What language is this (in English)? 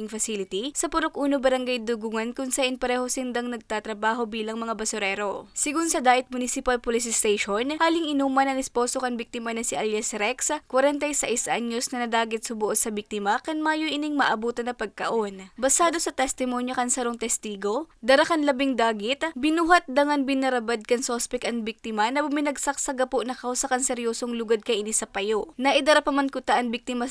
Bikol